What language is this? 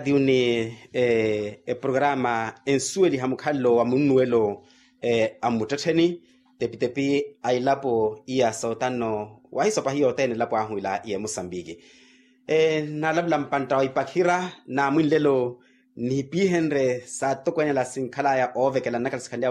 Makhuwa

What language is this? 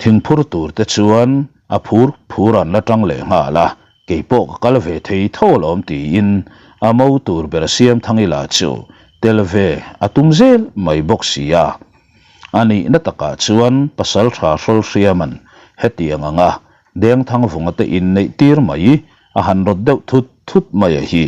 Mizo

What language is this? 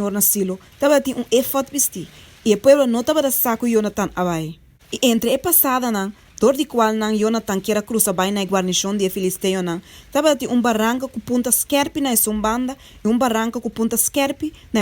Papiamento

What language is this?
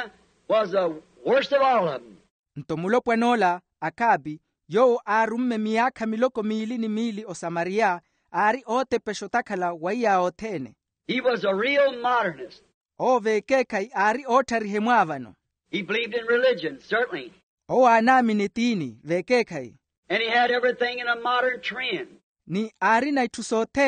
Makhuwa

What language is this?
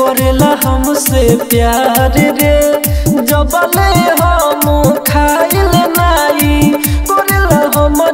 Bhojpuri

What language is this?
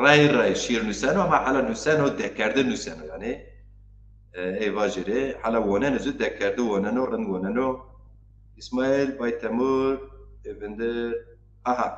Zaza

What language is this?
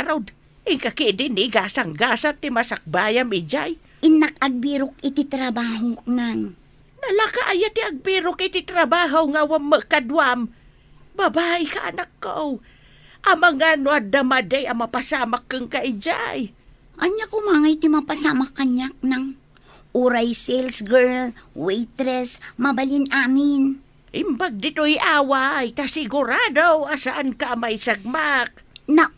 Iloko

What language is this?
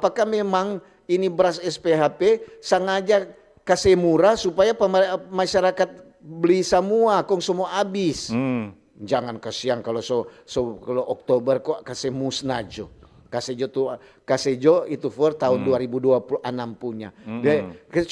Manado Malay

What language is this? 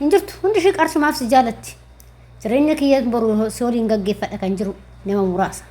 Oromo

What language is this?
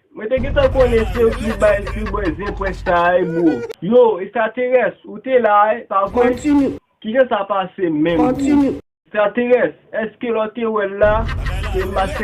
Haitian Creole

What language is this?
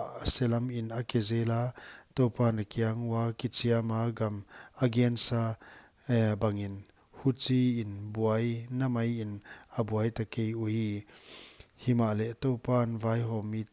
Paite Chin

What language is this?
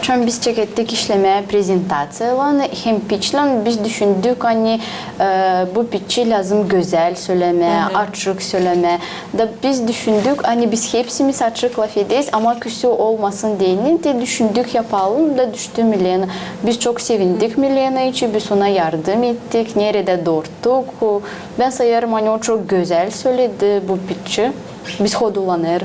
Gagauz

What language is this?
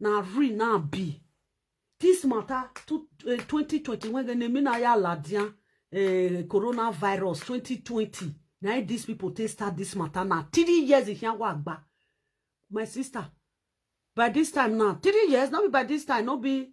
Nigerian Pidgin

